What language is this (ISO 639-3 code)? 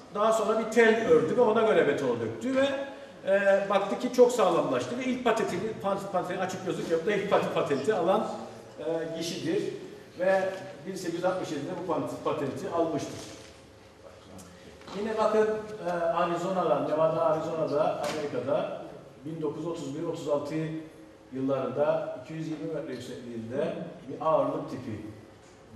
tur